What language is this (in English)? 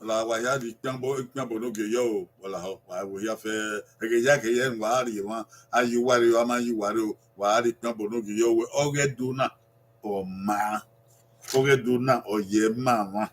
Bini